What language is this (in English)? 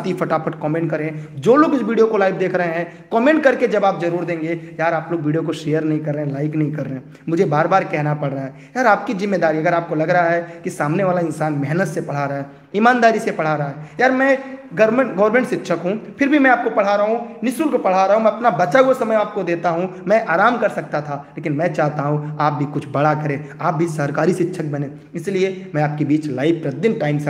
Hindi